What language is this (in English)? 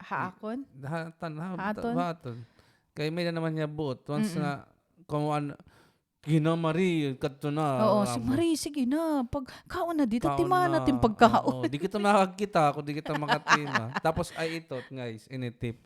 Waray